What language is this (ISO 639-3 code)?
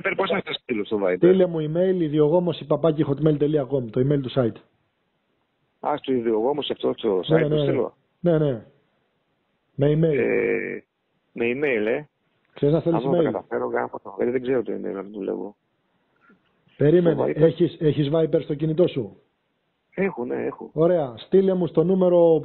ell